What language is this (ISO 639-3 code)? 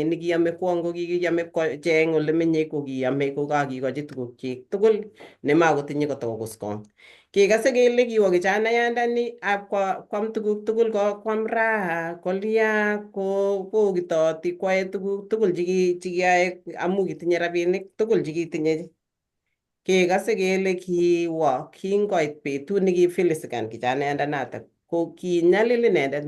kln